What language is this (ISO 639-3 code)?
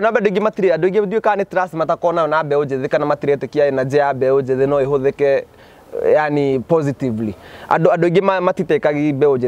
kik